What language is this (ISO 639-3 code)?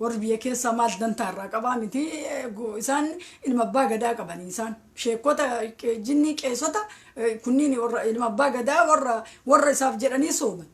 orm